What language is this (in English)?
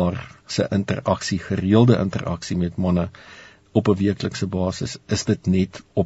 Afrikaans